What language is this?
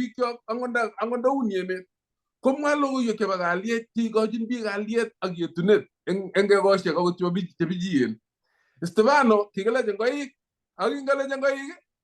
Kalenjin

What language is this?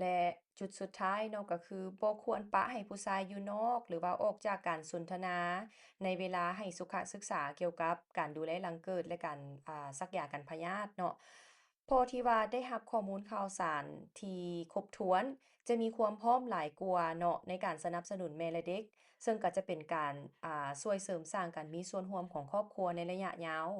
Lao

